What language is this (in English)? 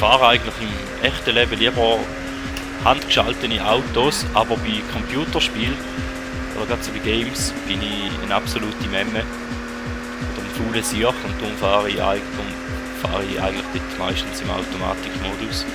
Swiss German